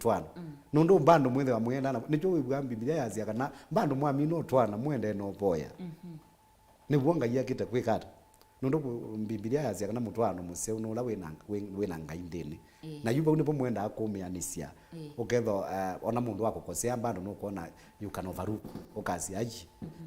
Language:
Kamba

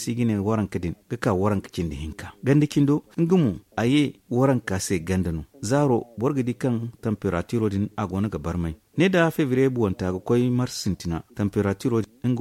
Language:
Zarma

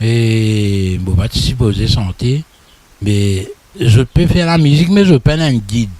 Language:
Morisyen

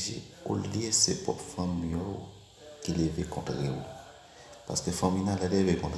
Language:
Haitian Creole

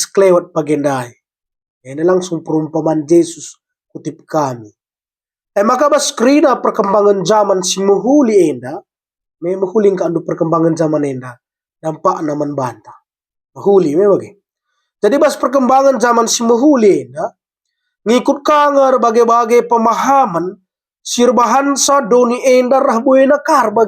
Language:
Batak Karo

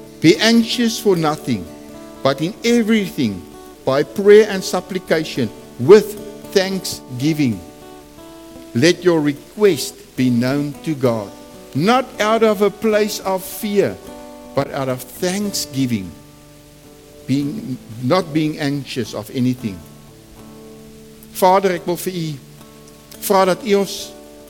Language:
Afrikaans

